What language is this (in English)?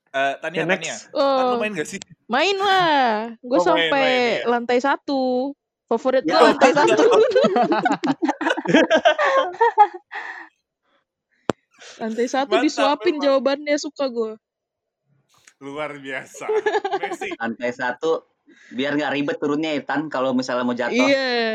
Indonesian